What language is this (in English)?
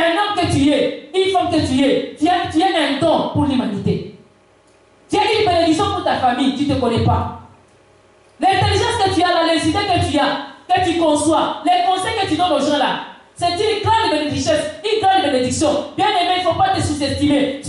French